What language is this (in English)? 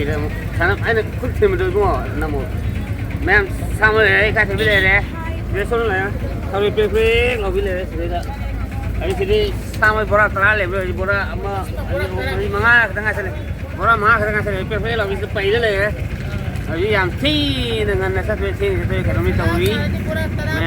Manipuri